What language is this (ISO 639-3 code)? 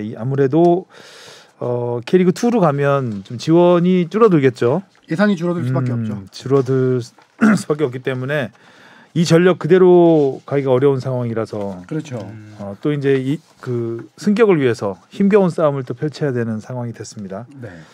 kor